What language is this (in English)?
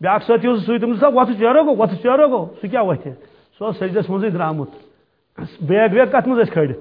Kashmiri